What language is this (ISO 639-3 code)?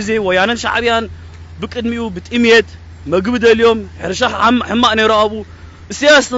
tir